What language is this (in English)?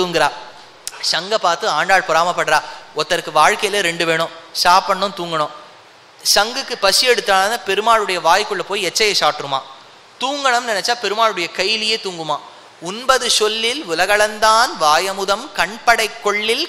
Tamil